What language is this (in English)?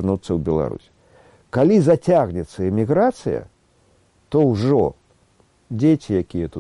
Belarusian